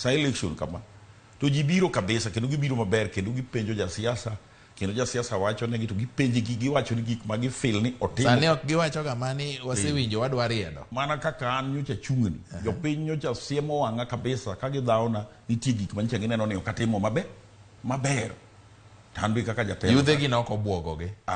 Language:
Luo (Kenya and Tanzania)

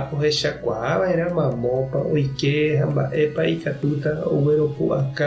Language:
Guarani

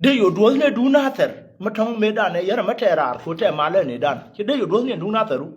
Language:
Nuer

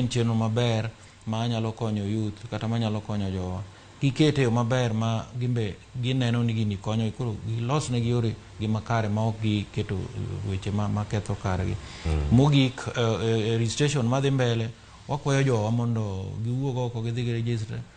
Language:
Luo (Kenya and Tanzania)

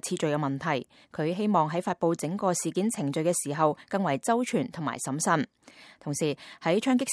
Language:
Cantonese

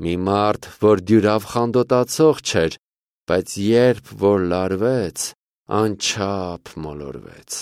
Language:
Armenian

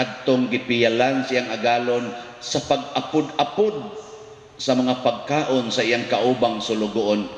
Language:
Cebuano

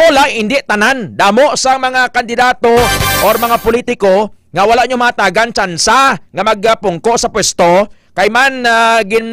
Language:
Hiligaynon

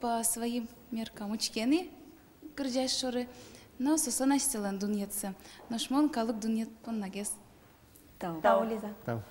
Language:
Udmurt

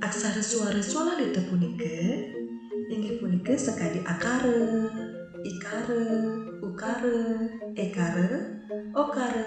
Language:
Balinese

